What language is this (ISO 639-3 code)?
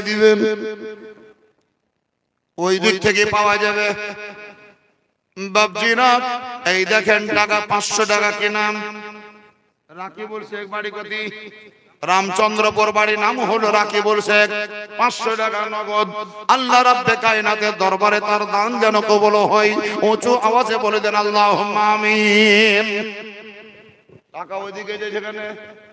ben